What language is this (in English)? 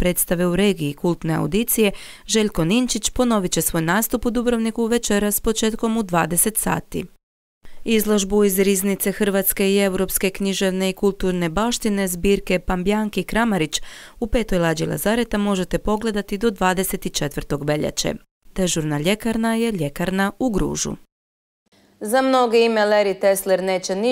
Croatian